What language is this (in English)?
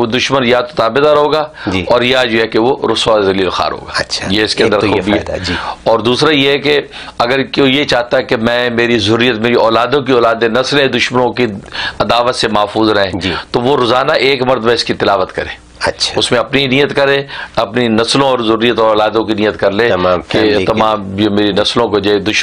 Urdu